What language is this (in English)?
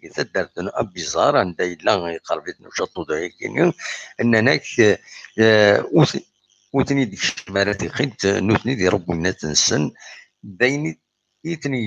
Kabyle